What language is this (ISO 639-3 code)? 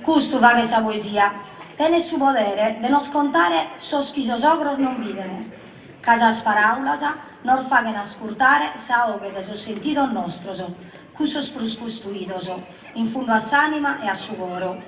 srd